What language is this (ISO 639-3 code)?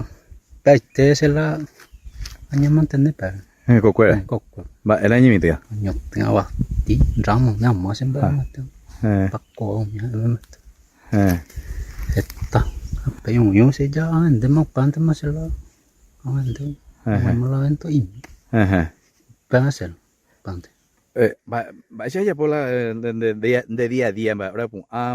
grn